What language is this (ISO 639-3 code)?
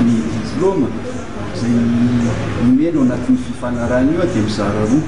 mlg